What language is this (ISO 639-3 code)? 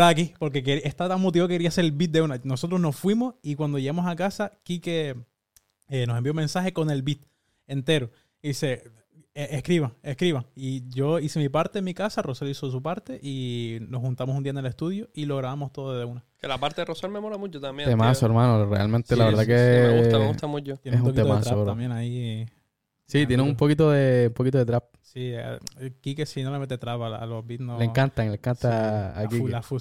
spa